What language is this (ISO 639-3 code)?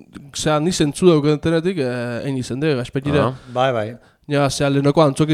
eus